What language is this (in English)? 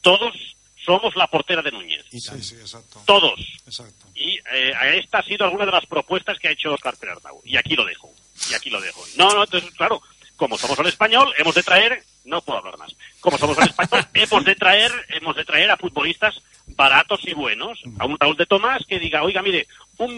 Spanish